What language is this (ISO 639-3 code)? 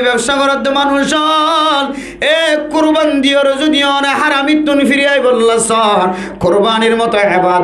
rhg